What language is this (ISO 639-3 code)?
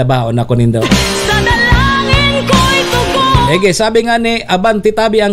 bik